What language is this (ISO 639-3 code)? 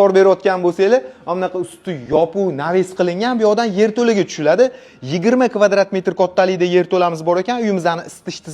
uzb